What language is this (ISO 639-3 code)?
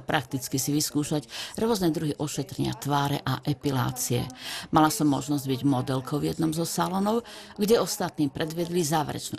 slk